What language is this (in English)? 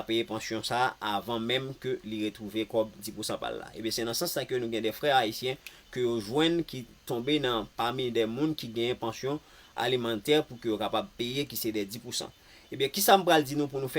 Haitian Creole